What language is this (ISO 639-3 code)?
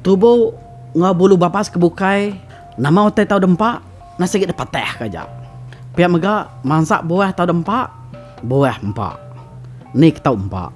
iba